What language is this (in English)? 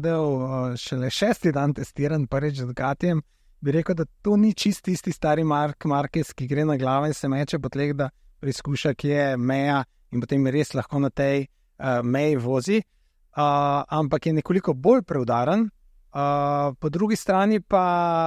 Slovenian